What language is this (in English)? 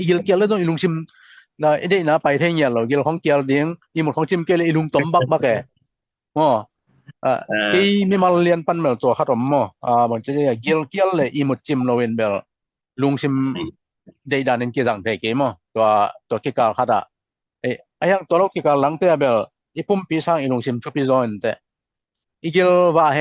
Tedim Chin